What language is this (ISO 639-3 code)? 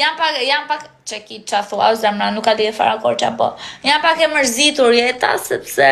sqi